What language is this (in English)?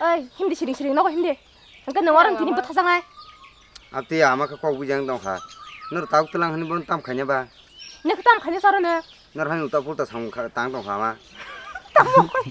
Kok Borok